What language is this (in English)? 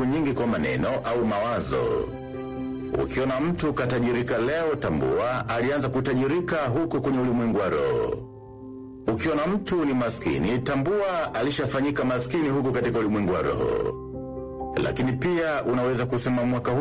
Swahili